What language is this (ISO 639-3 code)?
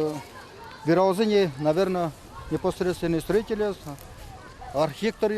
udm